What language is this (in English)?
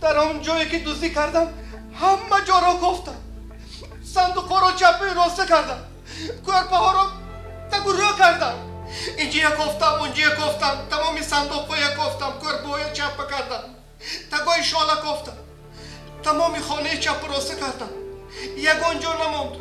Tajik